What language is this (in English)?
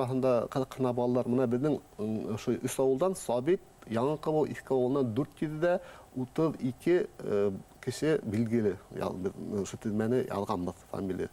Bashkir